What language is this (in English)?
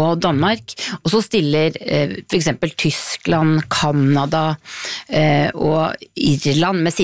Norwegian